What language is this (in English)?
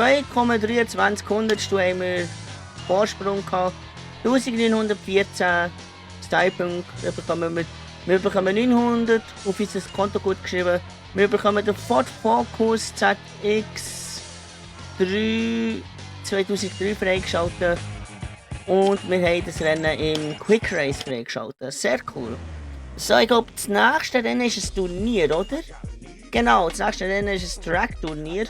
Swiss German